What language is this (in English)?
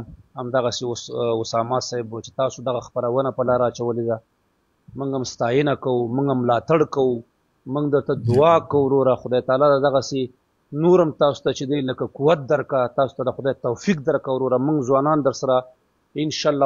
Pashto